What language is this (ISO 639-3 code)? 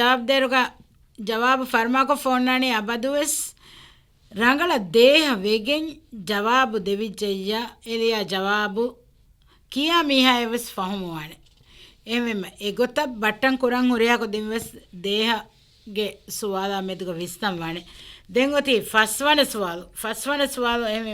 div